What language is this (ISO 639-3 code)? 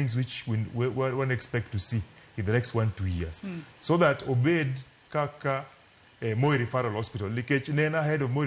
luo